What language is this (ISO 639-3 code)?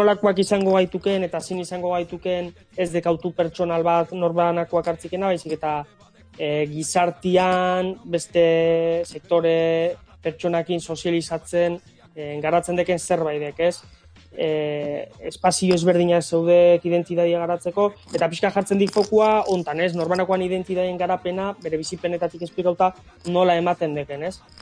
eus